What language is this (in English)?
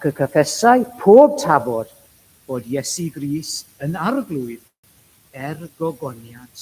Welsh